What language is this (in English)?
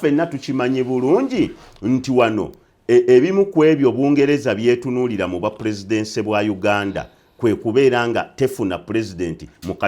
Ganda